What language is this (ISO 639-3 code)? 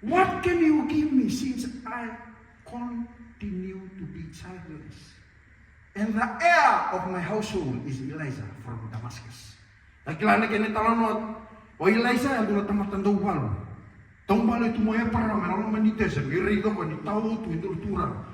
fij